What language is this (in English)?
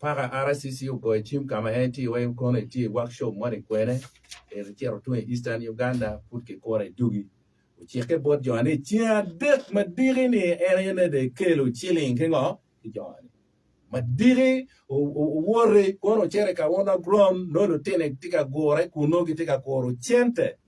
Acoli